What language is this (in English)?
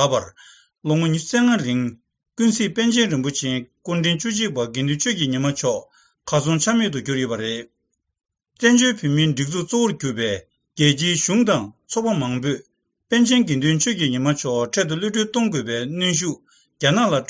Tibetan